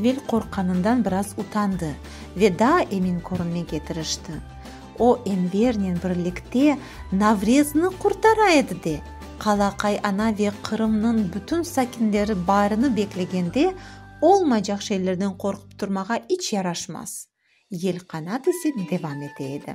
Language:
Crimean Tatar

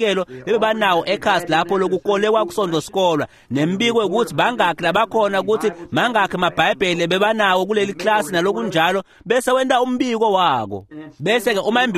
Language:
Swati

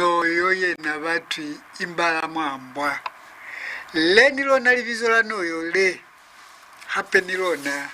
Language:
Lozi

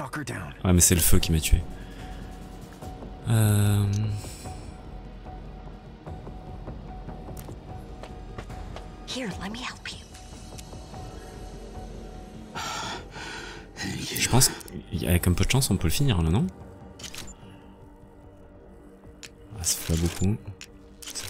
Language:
French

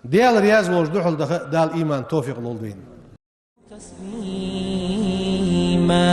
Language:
Ingush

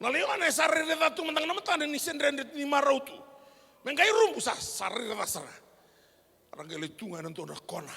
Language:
Fijian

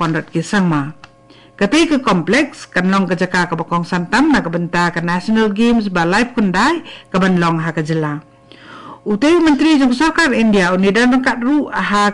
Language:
Khasi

